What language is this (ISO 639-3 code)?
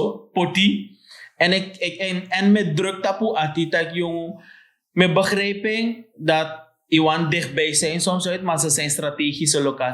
srn